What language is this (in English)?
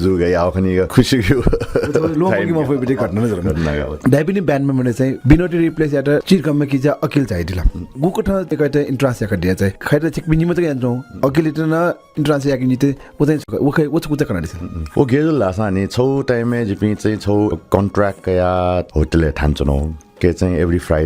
Newari